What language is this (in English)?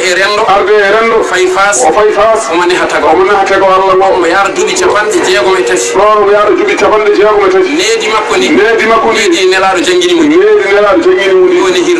Fula